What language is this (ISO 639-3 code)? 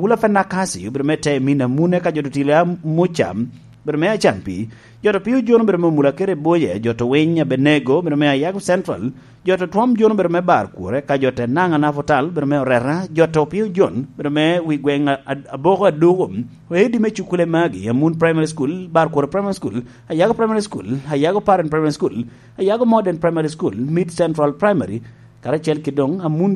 laj